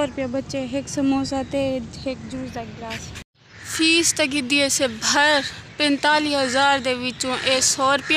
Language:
Saraiki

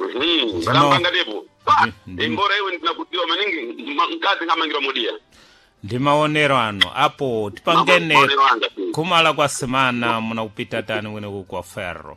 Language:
Sena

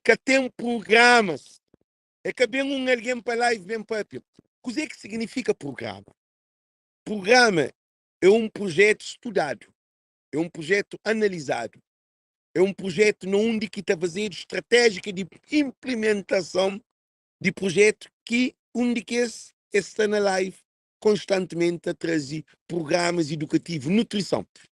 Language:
Kabuverdianu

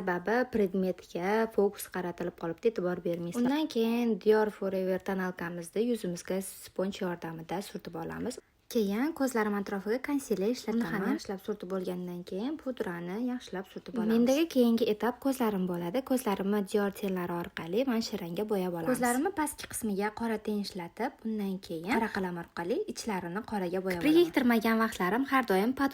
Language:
Uzbek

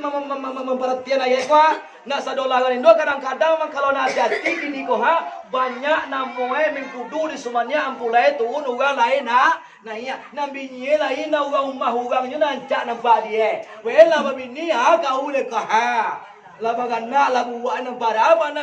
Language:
Minangkabau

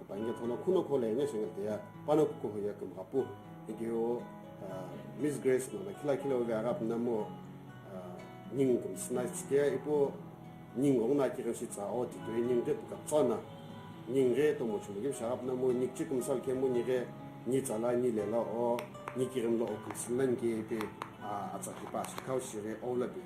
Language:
Sumi Naga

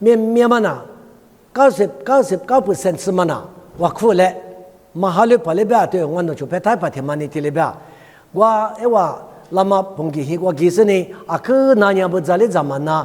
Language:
Lisu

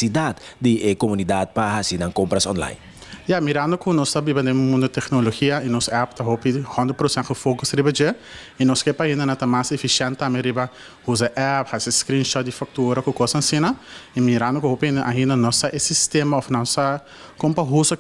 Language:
Papiamento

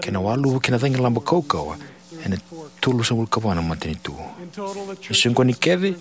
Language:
Fijian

